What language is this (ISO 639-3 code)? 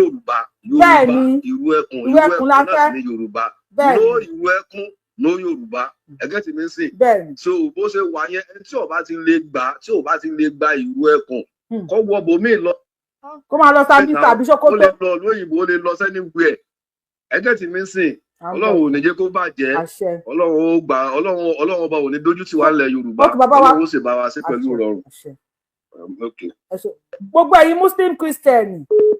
yor